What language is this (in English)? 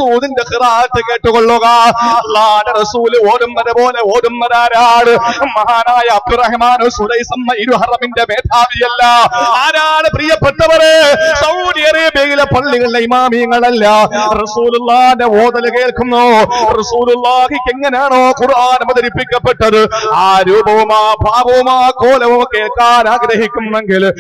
Malayalam